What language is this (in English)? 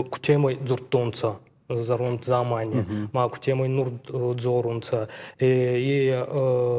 Ossetic